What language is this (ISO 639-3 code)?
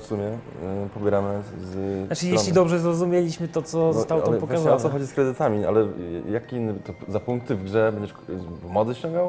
pol